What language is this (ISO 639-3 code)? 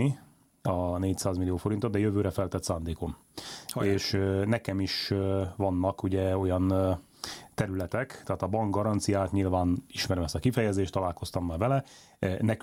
hun